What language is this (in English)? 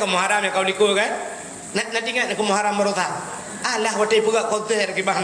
Achinese